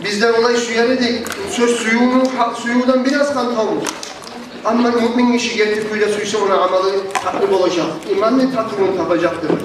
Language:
Kumyk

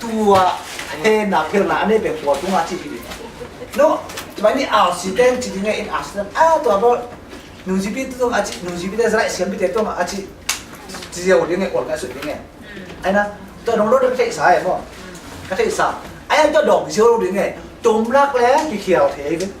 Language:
Tedim Chin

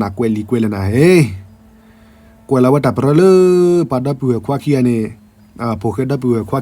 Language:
S'gaw Karen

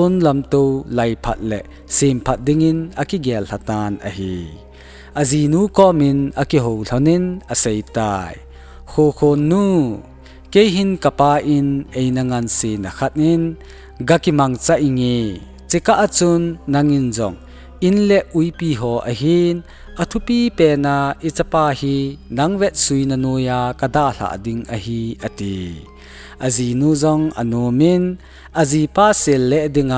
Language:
Thado Chin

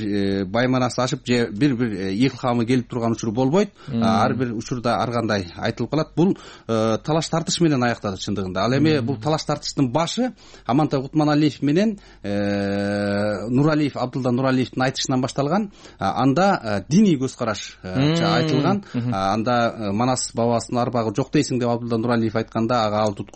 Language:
Kyrgyz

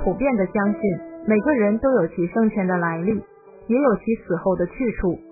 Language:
Chinese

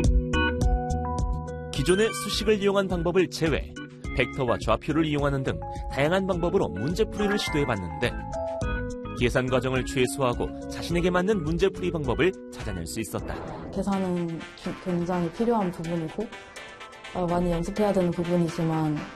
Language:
Korean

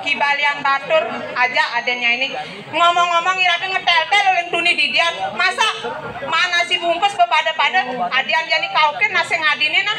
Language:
Balinese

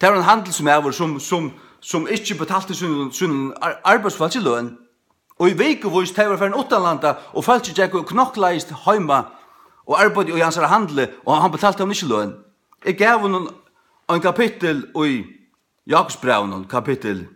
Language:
Faroese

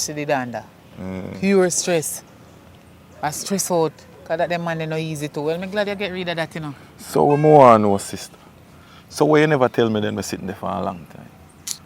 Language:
Jamaican Creole English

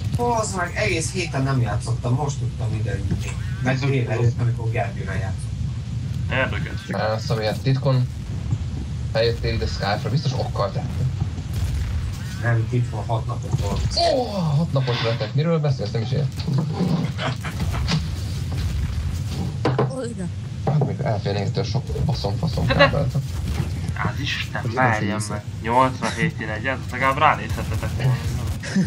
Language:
Hungarian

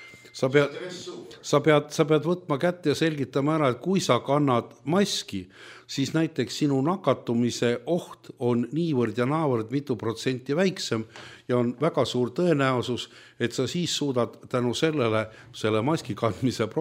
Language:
Estonian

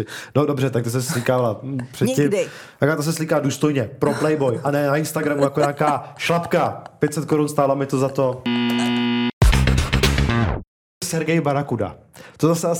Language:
Czech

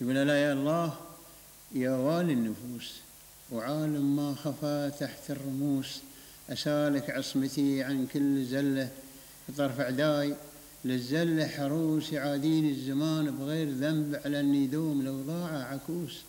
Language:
Gulf Arabic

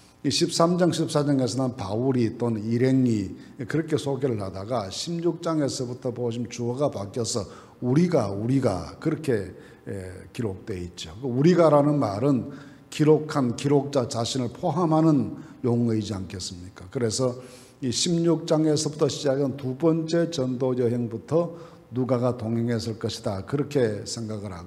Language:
Korean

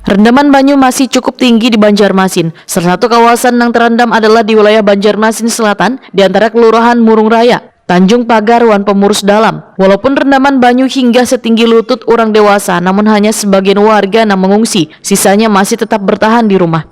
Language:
Banjar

